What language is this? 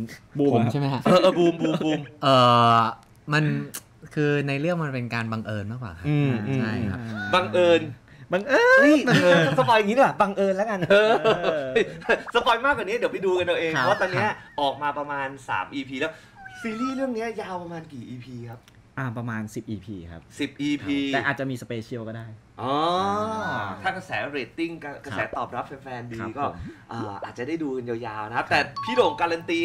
Thai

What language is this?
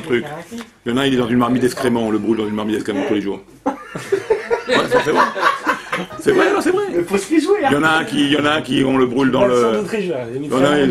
French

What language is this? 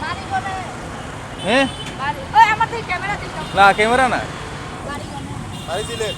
Sylheti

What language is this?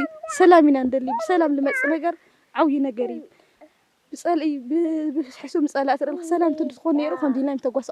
Tigrinya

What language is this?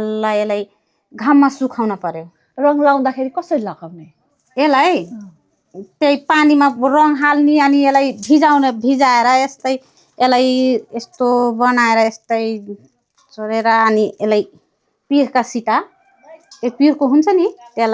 Nepali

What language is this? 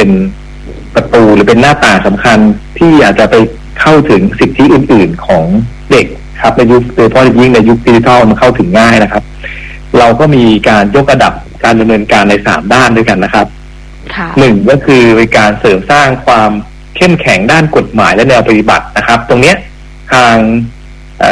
Thai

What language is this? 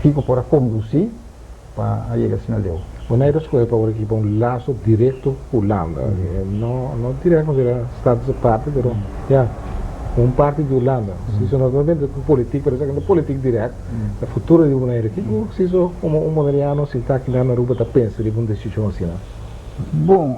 Papiamento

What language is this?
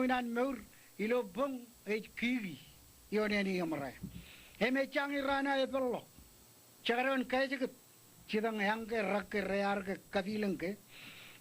Marshallese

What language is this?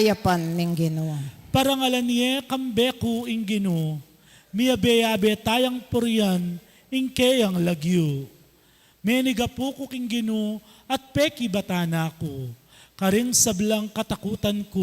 Pampanga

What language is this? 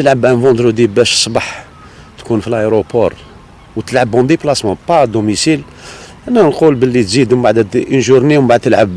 Algerian Arabic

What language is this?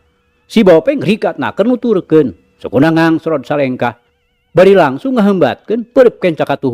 Sundanese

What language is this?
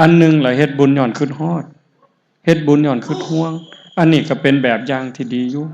Northeastern Thai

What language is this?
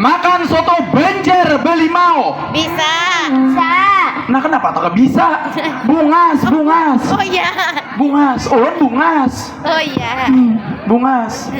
Banjar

